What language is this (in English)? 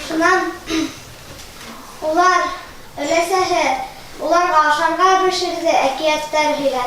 Bashkir